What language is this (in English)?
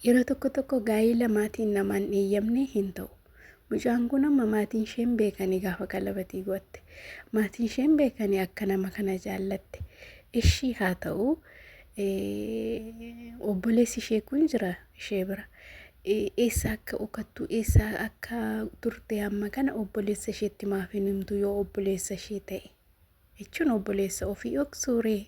Oromo